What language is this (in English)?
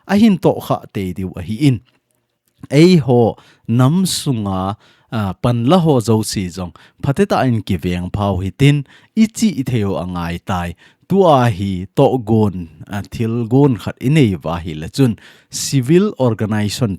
Thado Chin